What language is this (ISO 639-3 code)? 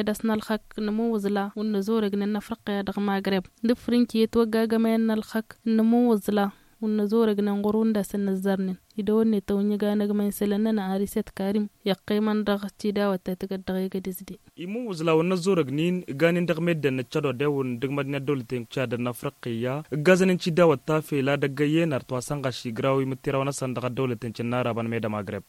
taq